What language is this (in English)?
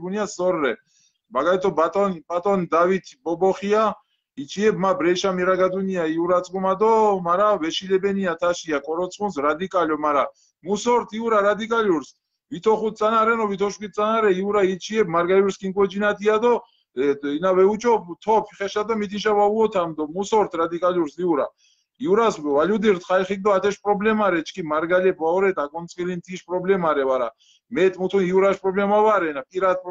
Mingrelian